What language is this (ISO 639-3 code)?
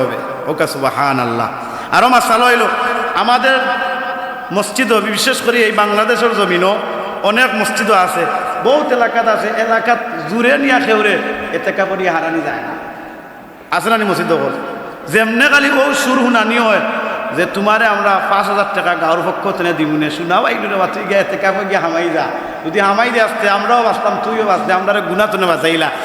syl